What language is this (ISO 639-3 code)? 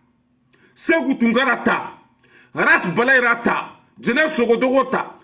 bam